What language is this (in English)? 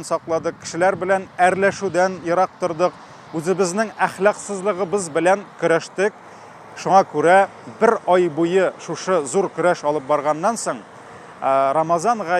Tatar